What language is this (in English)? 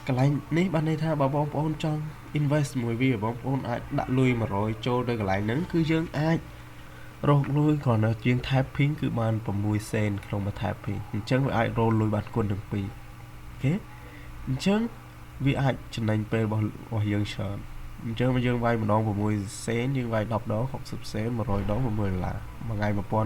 Khmer